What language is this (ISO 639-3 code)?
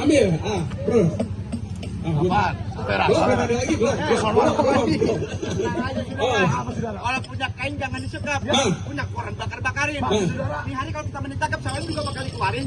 bew